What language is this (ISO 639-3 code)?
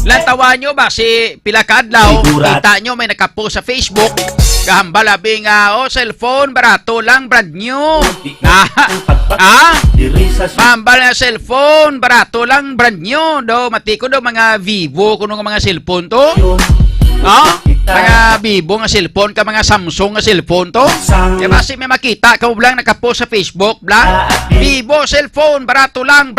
hil